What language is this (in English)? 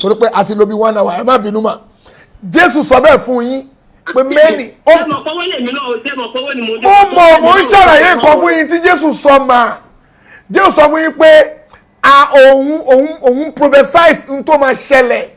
Yoruba